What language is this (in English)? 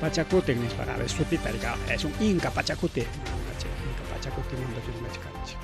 Ayacucho Quechua